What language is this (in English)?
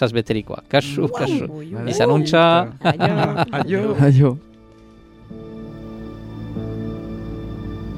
Basque